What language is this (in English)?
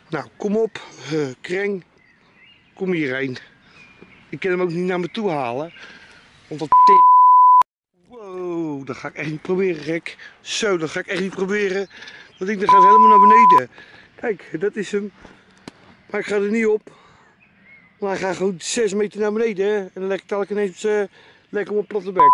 Dutch